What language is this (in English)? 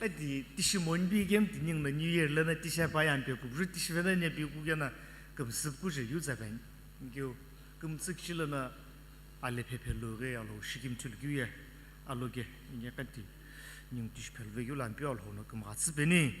Sumi Naga